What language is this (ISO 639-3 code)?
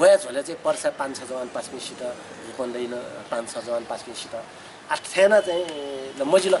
new